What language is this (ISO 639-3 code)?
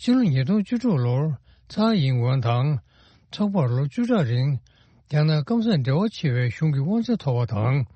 bod